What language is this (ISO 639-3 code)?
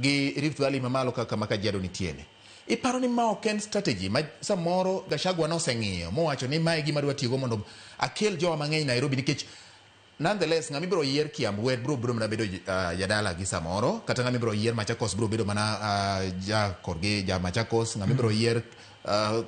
luo